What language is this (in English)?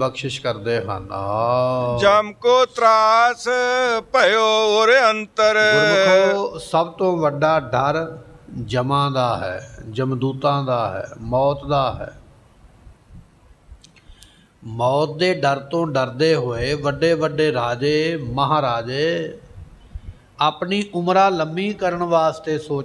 Punjabi